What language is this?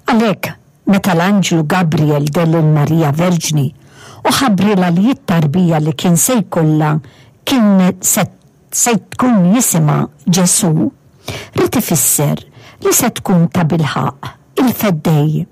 Maltese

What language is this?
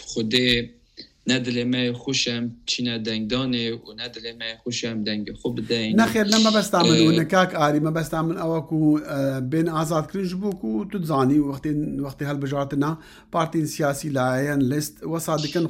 Kurdish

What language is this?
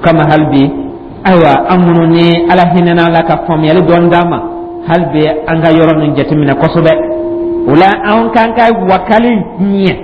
Dyula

